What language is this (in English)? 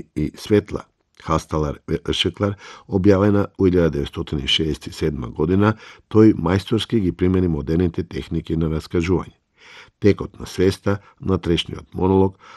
Macedonian